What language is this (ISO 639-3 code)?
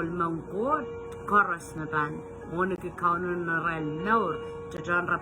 pon